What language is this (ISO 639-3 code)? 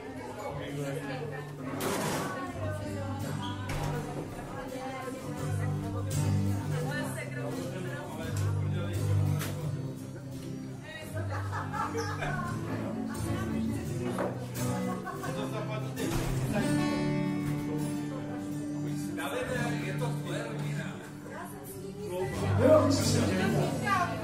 ces